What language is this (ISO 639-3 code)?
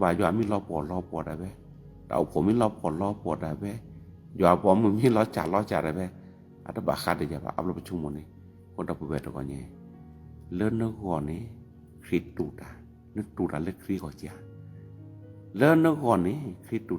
ksw